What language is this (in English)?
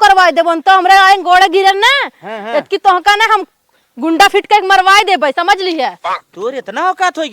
Awadhi